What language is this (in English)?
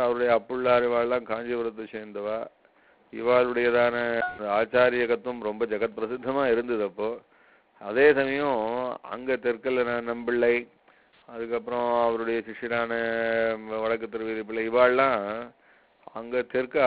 Tamil